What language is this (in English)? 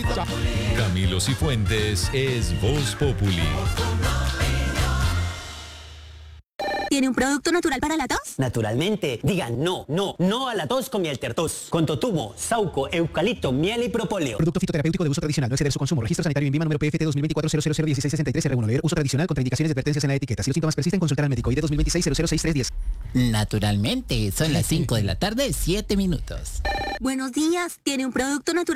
Spanish